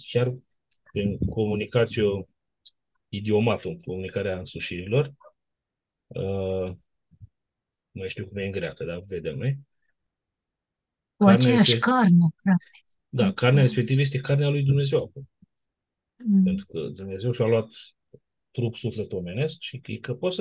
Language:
Romanian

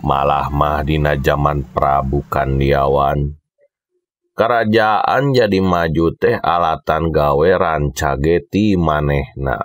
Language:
Sundanese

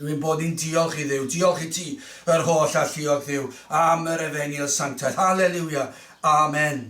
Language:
Welsh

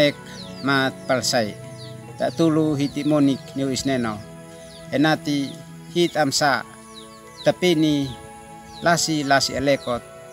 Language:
Uab Meto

